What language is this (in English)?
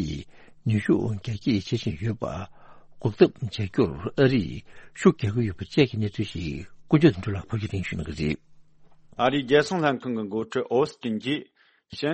Tibetan